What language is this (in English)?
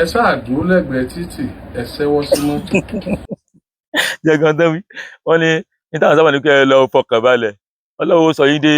Yoruba